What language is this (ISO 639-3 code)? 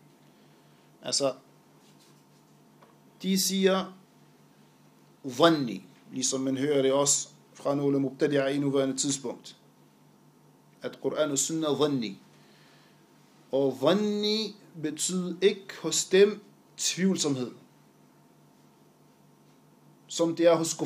dan